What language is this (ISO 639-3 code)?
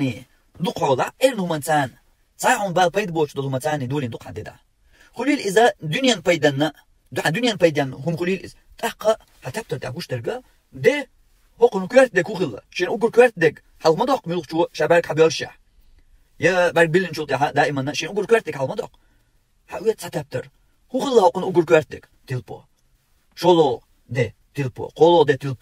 che